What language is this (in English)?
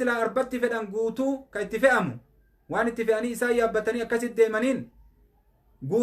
Oromo